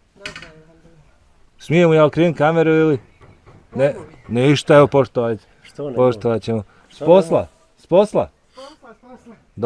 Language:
Bosnian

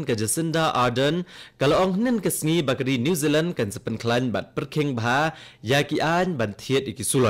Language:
Khasi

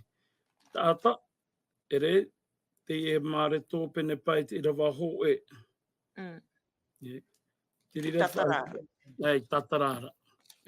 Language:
Tahitian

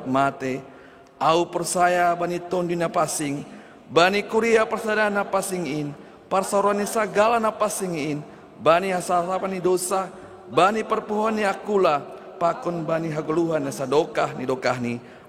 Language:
Batak Simalungun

